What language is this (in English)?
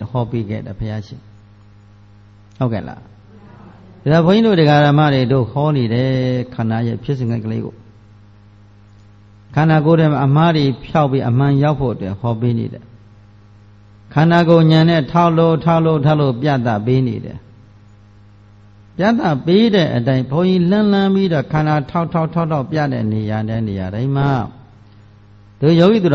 Burmese